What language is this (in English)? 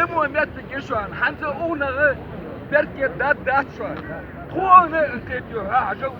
Ingush